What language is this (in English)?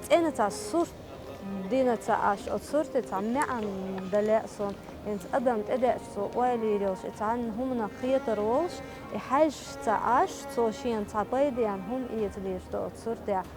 Chechen